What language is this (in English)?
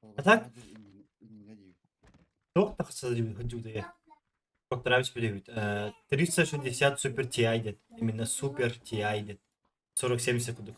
Yakut